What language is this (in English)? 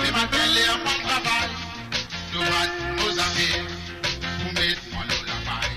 Morisyen